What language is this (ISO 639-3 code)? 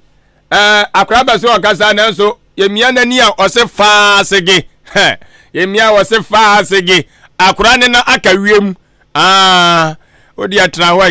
aka